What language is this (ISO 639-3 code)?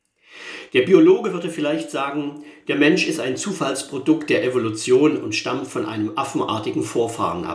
deu